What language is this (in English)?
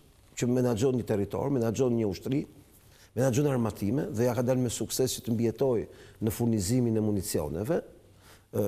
Albanian